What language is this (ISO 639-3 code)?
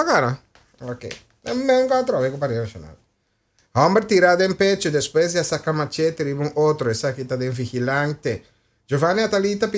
pap